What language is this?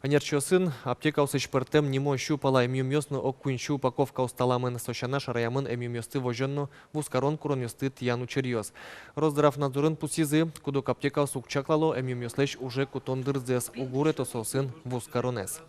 Udmurt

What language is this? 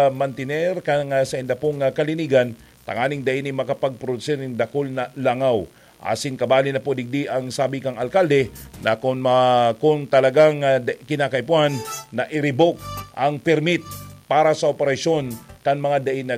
Bikol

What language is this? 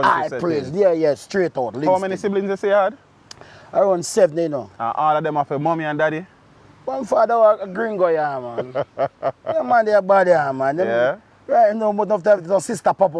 Jamaican Creole English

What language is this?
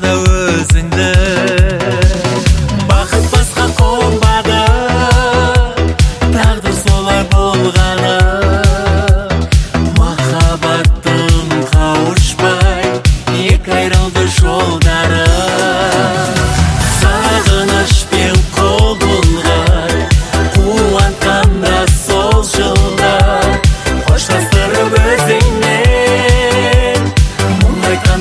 Kazakh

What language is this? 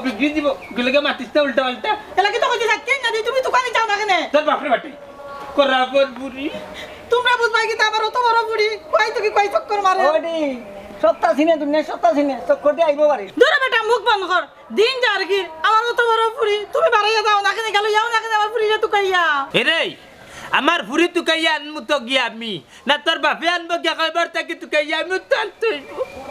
Sylheti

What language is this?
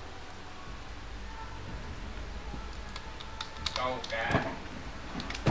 Vietnamese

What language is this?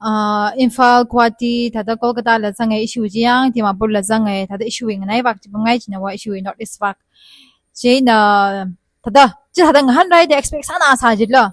Tangkhul Naga (India)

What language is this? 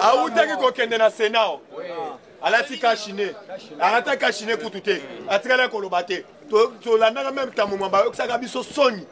Lingala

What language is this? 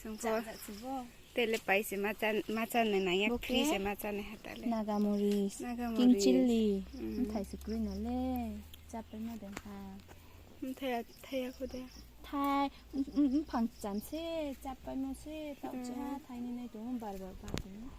Riang (India)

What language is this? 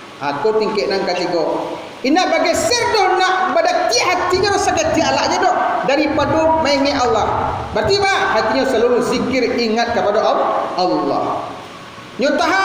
Minangkabau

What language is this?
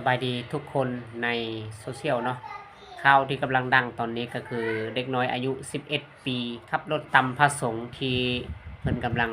Lao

